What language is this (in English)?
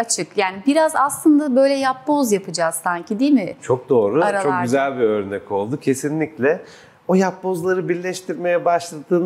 Turkish